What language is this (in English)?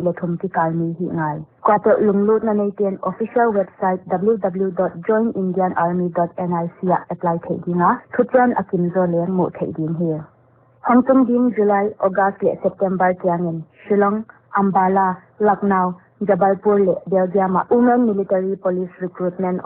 Paite Chin